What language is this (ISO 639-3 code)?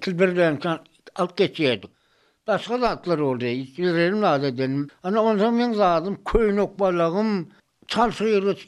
tuk